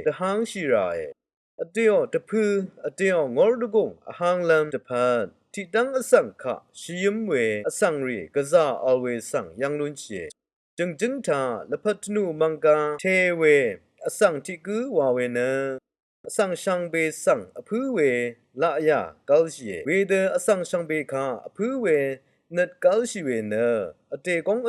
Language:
Rawang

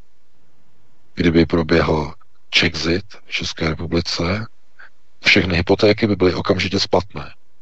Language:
Czech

